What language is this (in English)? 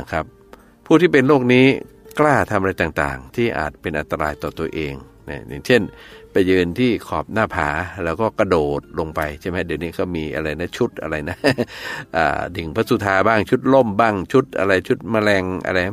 Thai